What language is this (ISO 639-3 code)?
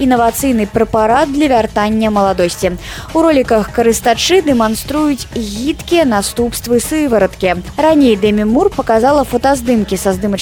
bel